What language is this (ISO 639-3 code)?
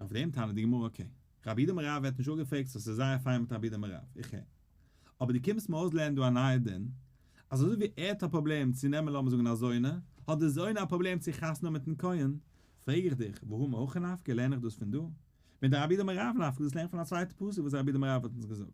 yid